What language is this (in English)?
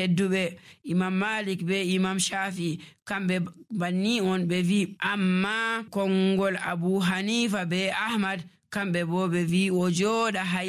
Nigerian Fulfulde